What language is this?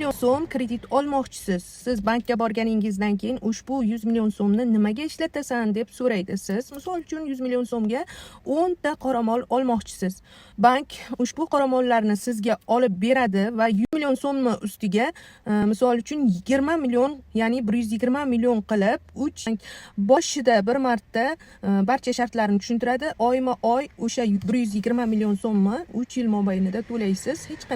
Uzbek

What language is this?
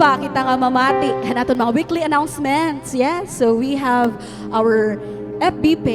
Waray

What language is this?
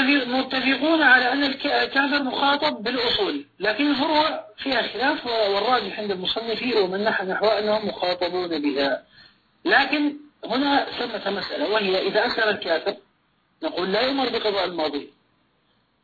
Arabic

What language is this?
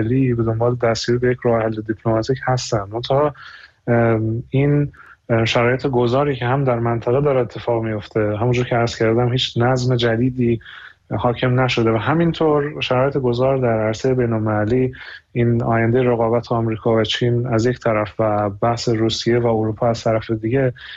Persian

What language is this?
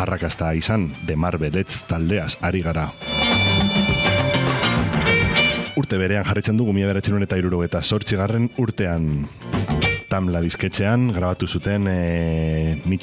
Basque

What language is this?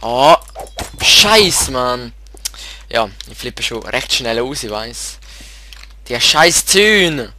Swiss German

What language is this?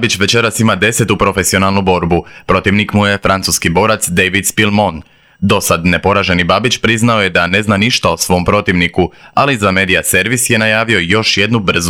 Croatian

